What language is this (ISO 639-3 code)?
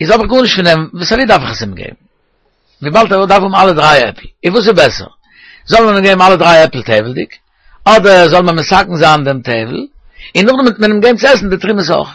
yid